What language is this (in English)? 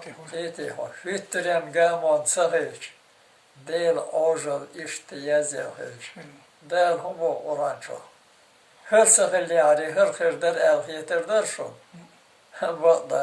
Chechen